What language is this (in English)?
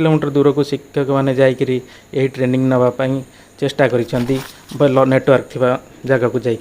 Odia